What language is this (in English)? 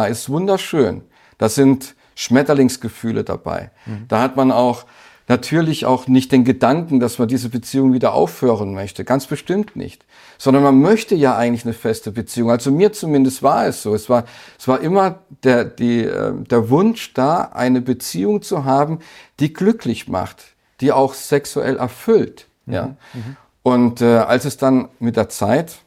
German